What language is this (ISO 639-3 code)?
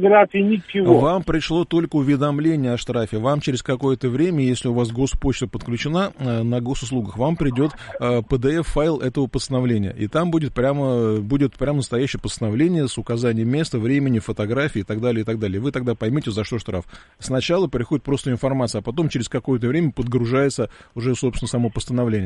rus